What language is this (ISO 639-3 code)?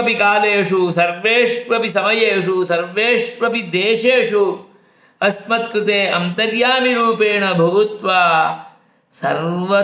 san